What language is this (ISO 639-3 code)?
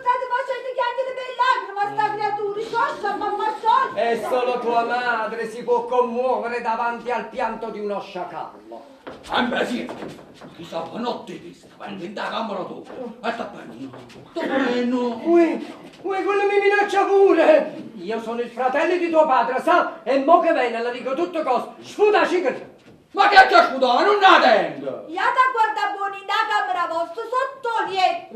nap